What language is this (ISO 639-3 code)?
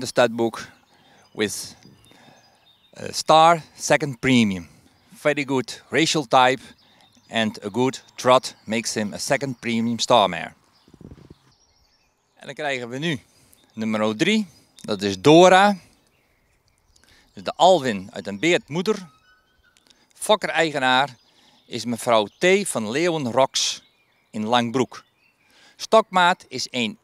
nld